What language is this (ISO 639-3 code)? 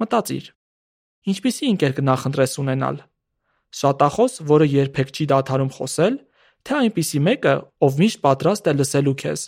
hye